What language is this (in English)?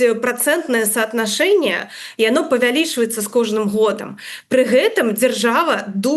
Belarusian